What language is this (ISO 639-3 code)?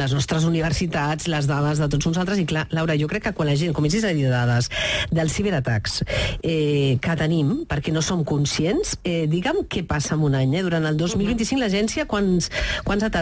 cat